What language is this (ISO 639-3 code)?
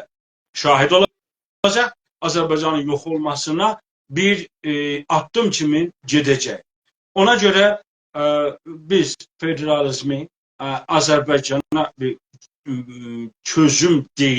azb